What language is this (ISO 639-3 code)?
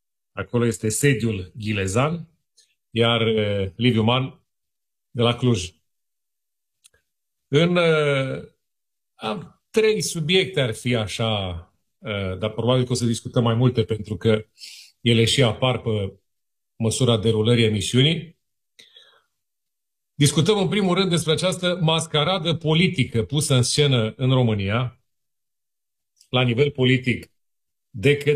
ron